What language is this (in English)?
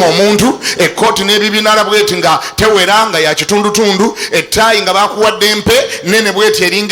Ganda